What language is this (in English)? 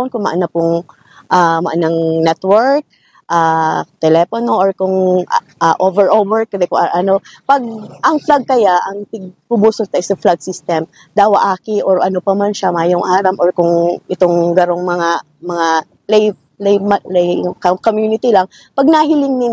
Bikol